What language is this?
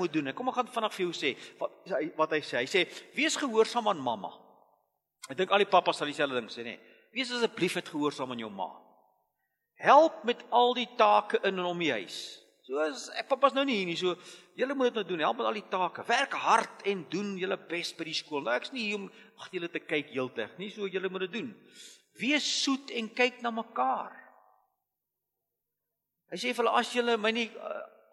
Afrikaans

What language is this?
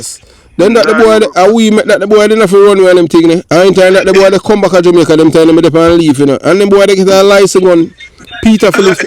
Jamaican Creole English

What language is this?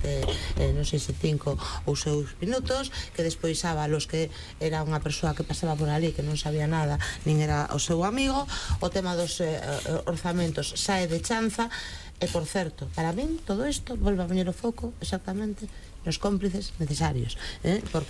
Galician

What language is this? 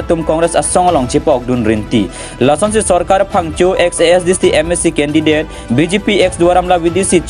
Karbi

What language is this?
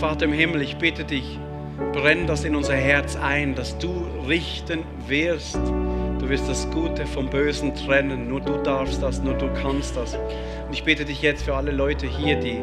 Swiss German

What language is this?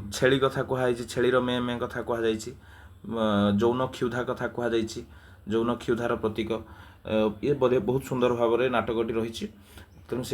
Odia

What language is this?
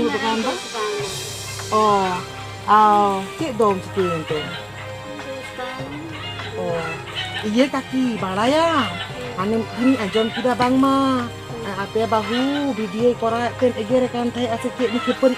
Santali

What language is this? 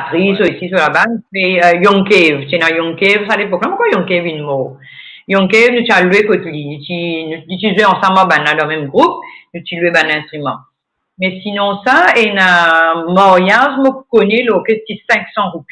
Morisyen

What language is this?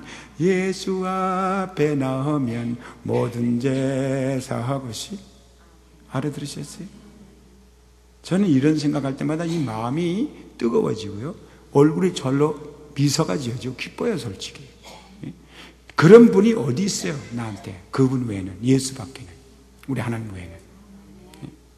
Korean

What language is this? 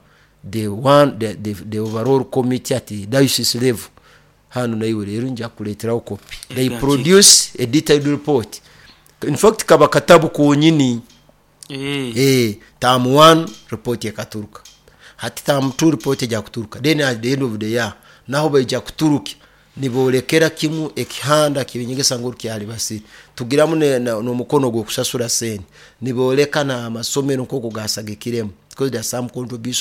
Nyoro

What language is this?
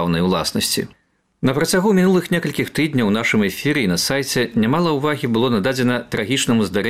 Belarusian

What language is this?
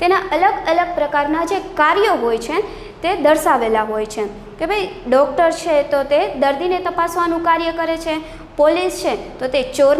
Gujarati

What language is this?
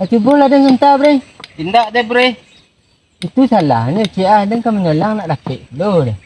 Minangkabau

